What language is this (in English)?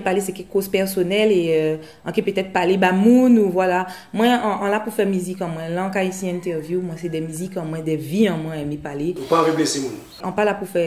Guadeloupean Creole French